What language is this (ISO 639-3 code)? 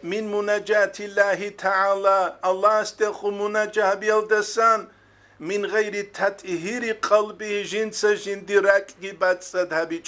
ava